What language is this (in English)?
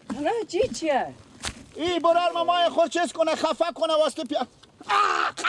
Persian